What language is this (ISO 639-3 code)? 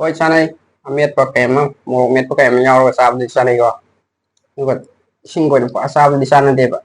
mni